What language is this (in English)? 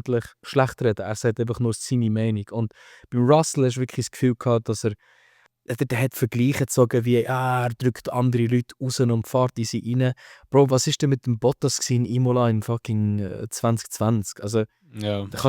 Swiss German